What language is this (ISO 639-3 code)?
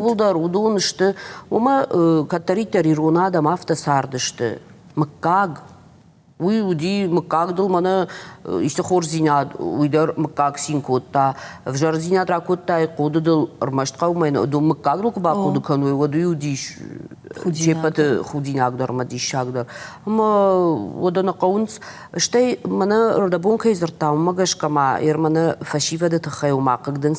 oss